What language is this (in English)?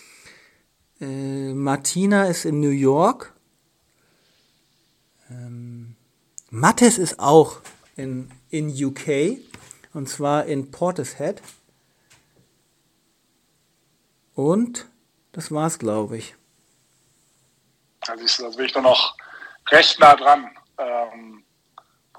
German